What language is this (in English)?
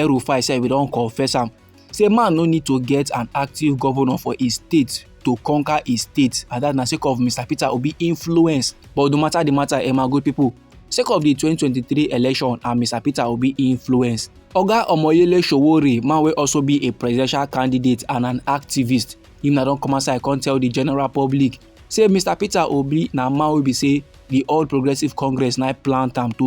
Nigerian Pidgin